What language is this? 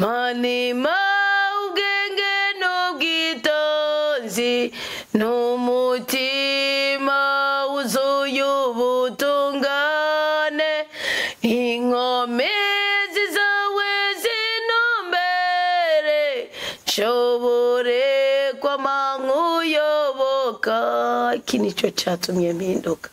Rundi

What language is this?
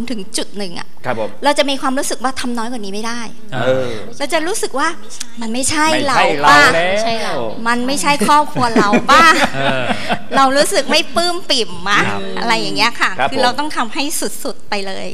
Thai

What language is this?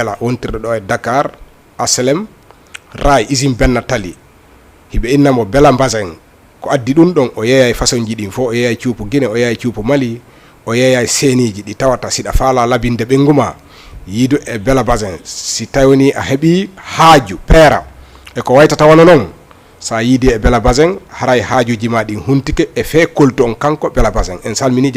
Fula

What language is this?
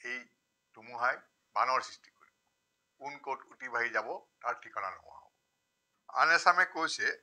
Assamese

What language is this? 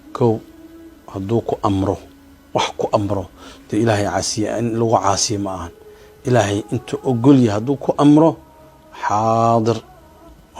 Somali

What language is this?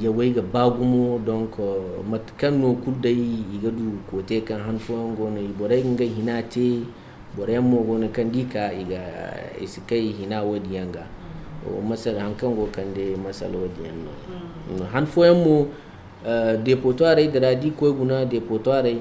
Zarma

